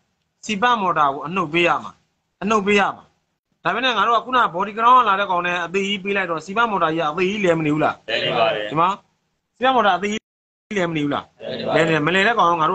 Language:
Burmese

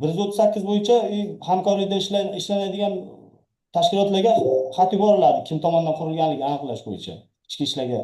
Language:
Uzbek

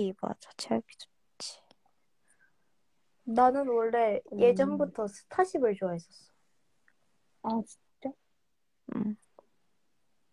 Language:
Korean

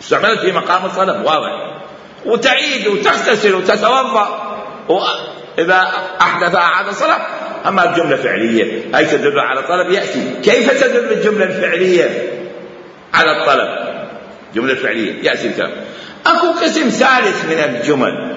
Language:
Mesopotamian Arabic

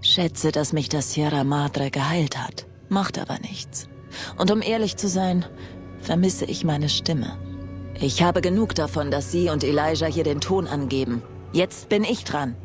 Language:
Bavarian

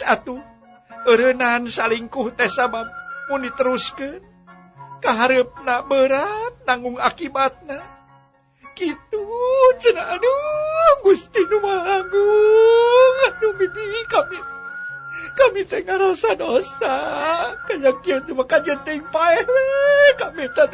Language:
Sundanese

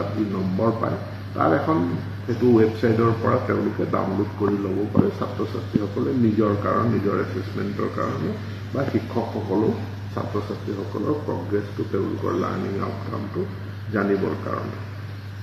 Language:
Assamese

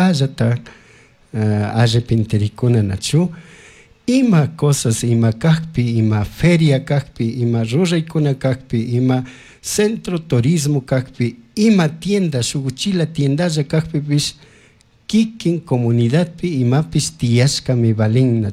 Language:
Chimborazo Highland Quichua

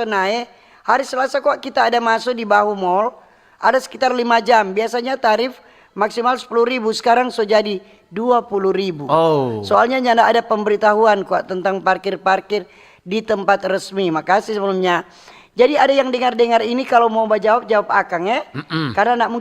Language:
Manado Malay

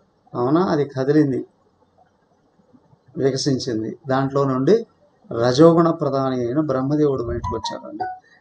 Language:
Telugu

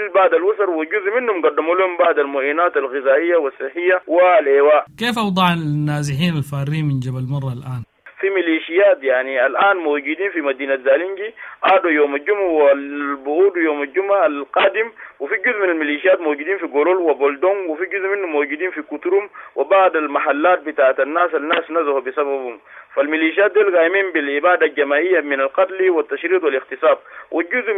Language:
Sudanese Arabic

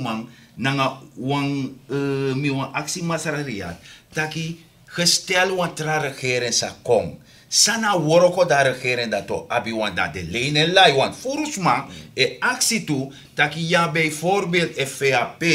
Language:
Sranan Tongo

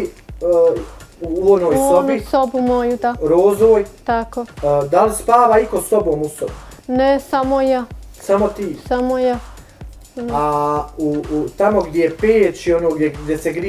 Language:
Bosnian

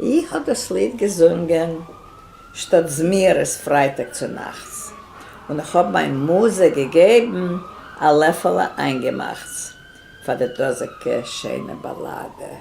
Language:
Yiddish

